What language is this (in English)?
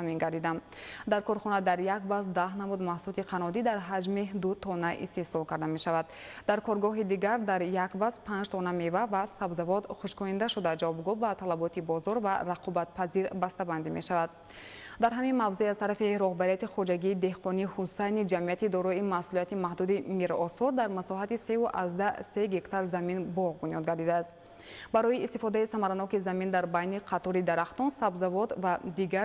Tajik